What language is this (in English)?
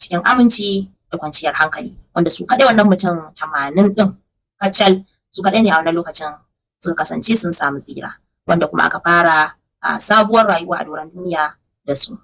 Hausa